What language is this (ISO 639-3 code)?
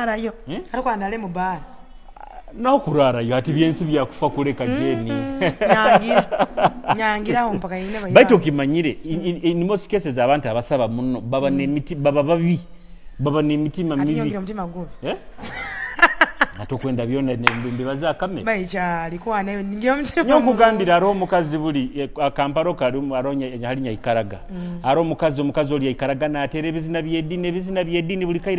nyo